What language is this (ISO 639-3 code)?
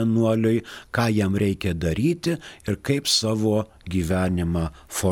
lit